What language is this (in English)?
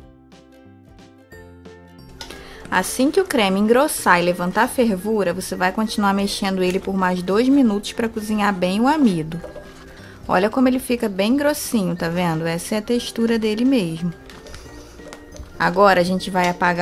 Portuguese